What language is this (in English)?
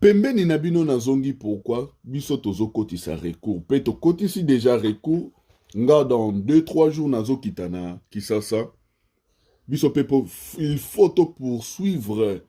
Lingala